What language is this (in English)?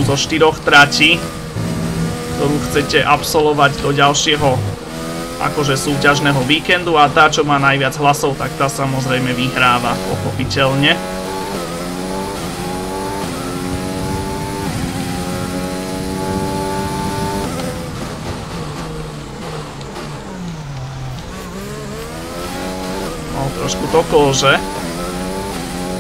Slovak